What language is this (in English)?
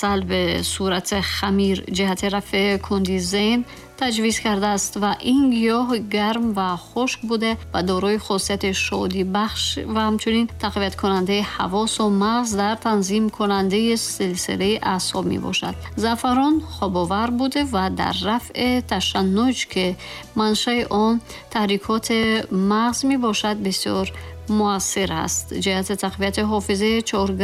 Tajik